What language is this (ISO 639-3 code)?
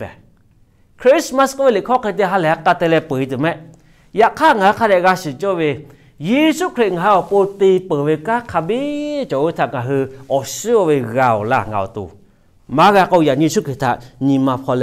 lhu